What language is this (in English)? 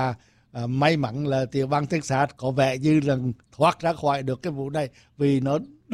Vietnamese